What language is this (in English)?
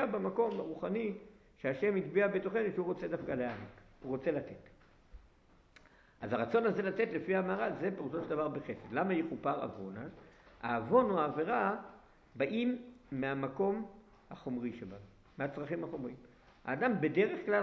Hebrew